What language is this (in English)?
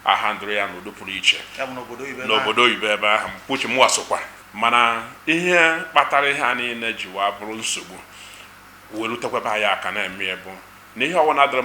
Igbo